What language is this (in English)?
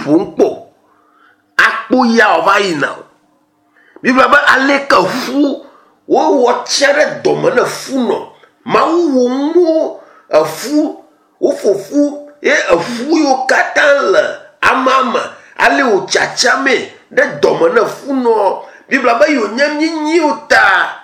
Ewe